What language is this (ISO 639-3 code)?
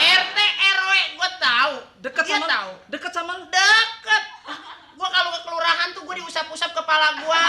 bew